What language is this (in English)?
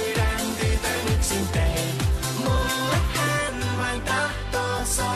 Finnish